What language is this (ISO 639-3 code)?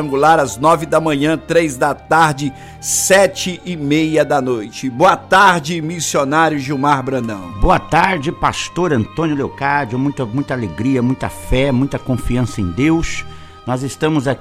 por